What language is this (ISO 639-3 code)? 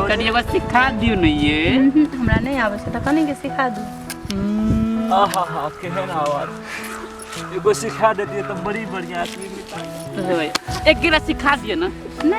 mai